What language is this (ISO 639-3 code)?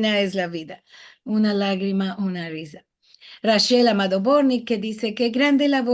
lad